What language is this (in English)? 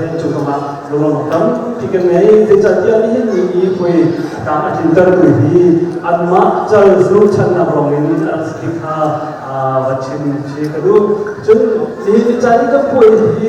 Hakha Chin